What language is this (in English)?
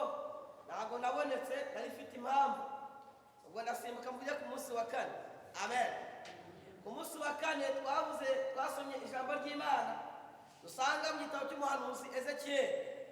Kinyarwanda